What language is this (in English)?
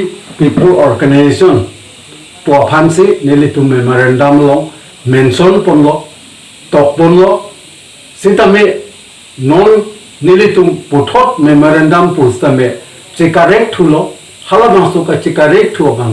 Karbi